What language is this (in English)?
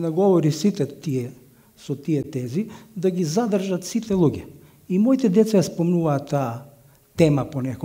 Macedonian